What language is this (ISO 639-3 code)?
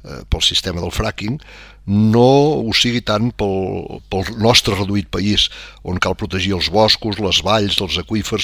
cat